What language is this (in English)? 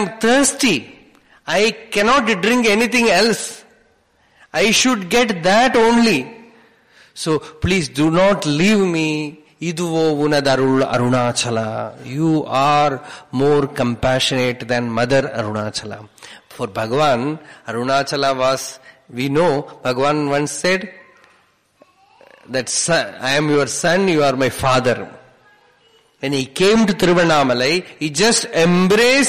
English